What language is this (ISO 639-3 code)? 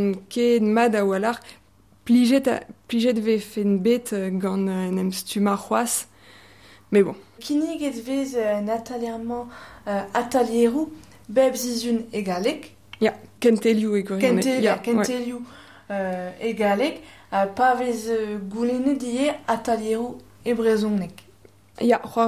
bre